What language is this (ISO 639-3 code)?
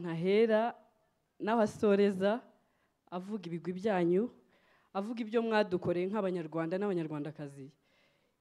kin